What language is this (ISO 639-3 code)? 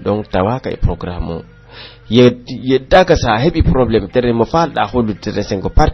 fuf